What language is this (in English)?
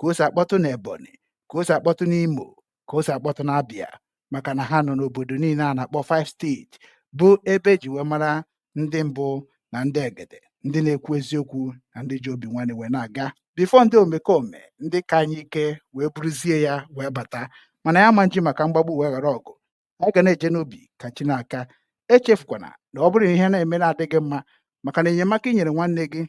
Igbo